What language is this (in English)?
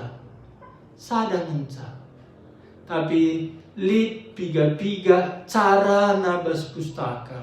Batak Karo